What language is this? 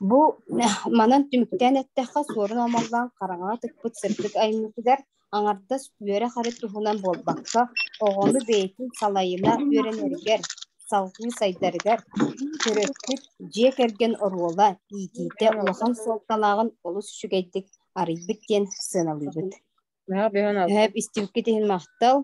Yakut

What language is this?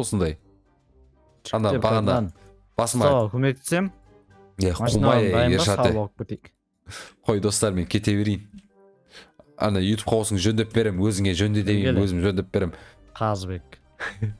Kazakh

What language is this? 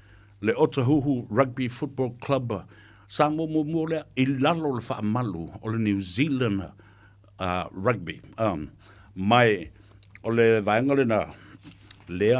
Samoan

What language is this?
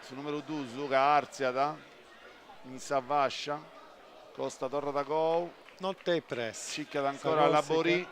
Sardinian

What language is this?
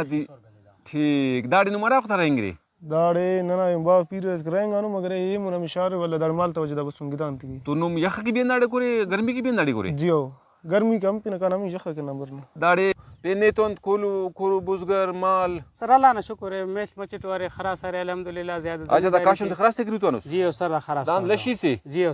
Brahui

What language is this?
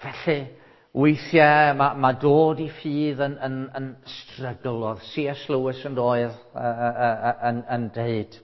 Welsh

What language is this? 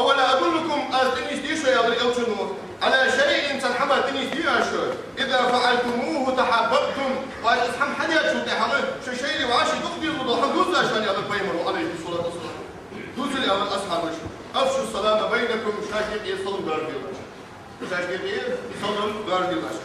Ingush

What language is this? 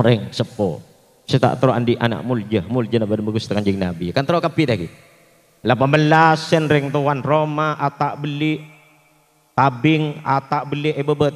Madurese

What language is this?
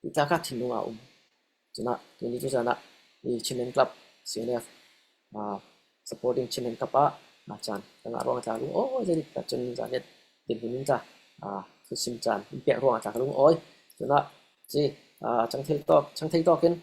Falam Chin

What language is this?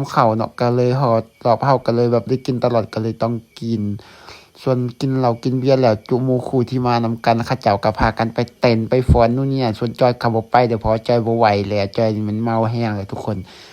Lao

